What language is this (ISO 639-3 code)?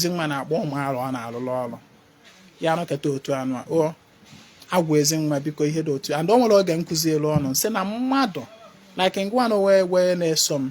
ibo